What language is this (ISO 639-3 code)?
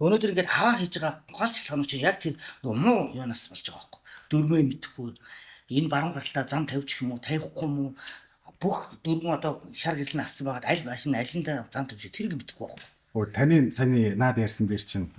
mon